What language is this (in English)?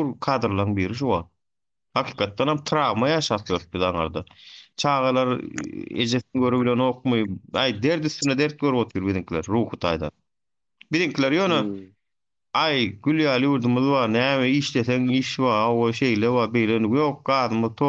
Turkmen